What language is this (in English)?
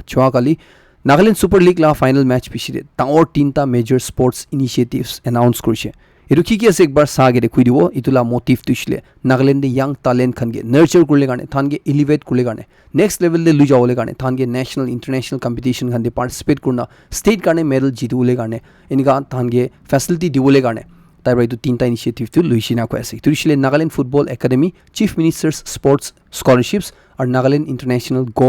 Naga Pidgin